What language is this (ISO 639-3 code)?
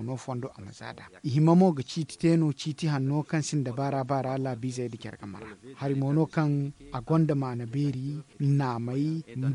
dje